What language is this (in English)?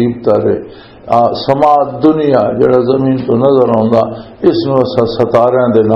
Western Panjabi